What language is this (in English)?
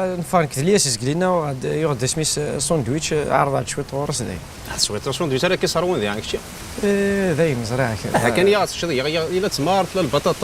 Kabyle